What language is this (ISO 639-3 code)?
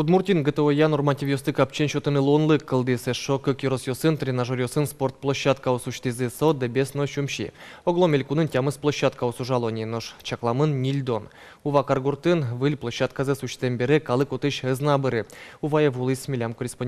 udm